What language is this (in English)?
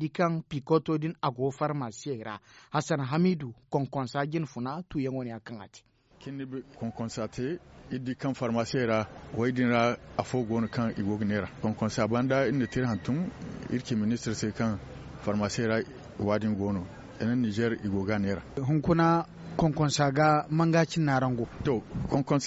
Zarma